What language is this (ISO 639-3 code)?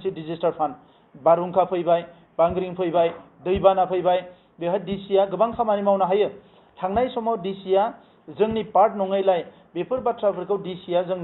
brx